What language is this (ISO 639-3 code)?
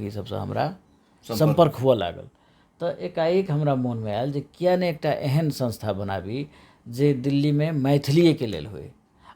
mai